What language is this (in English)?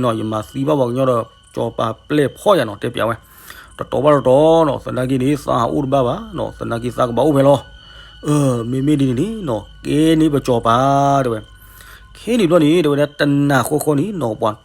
S'gaw Karen